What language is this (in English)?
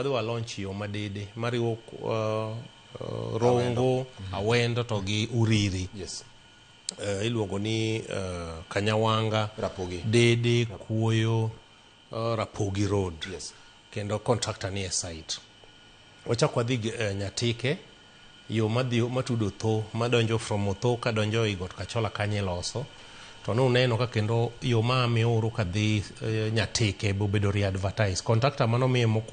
Luo (Kenya and Tanzania)